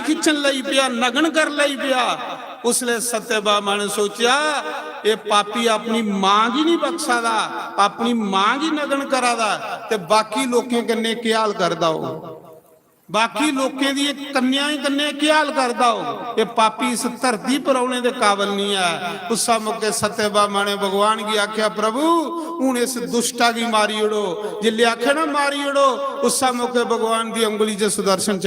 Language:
Dogri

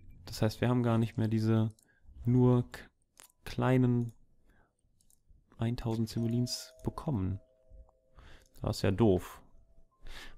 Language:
German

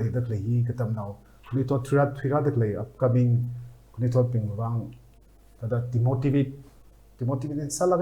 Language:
Tangkhul Naga (India)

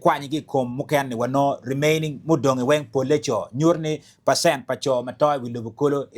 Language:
Acoli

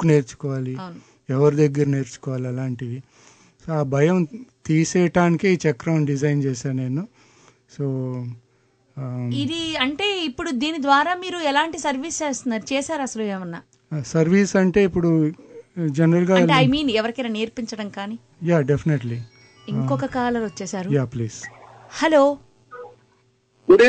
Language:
Telugu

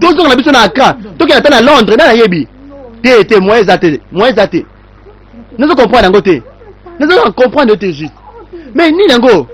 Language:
Lingala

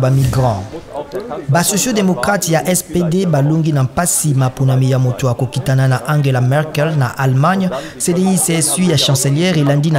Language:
Lingala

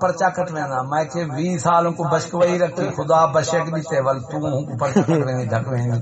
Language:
Saraiki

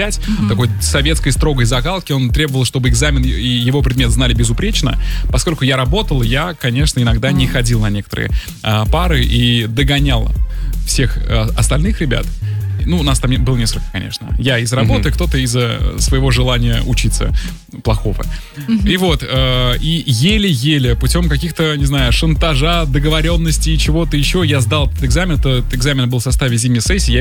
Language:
Russian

